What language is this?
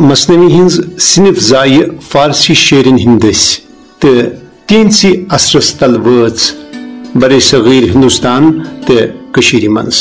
Kashmiri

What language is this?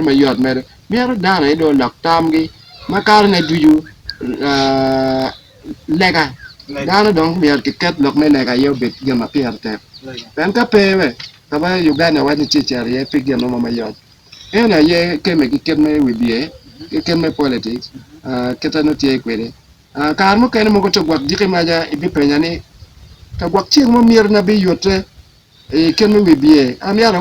Acoli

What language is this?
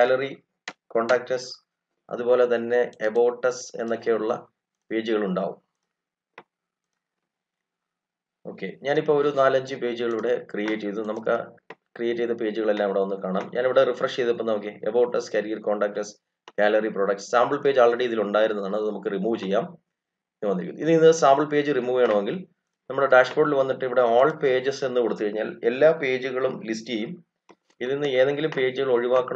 Malayalam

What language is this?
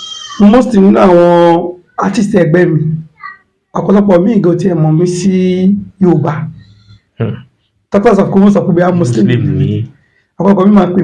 Yoruba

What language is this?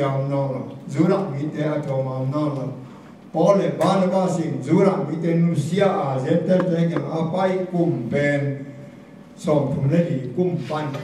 Tedim Chin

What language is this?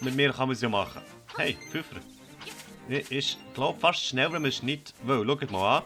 Swiss German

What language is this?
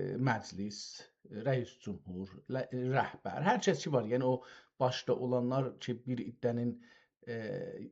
South Azerbaijani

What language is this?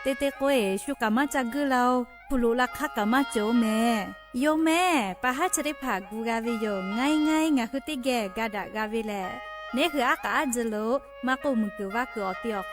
Lahu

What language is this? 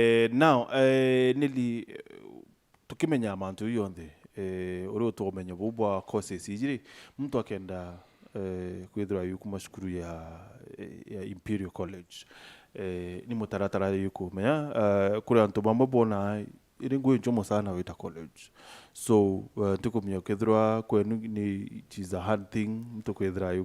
Meru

